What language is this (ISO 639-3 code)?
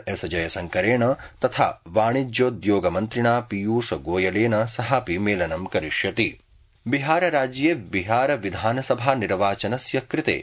san